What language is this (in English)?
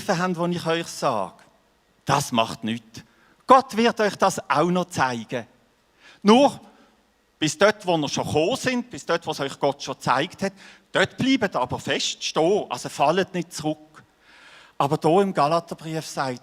Swiss German